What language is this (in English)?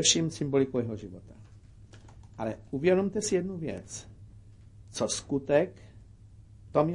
Czech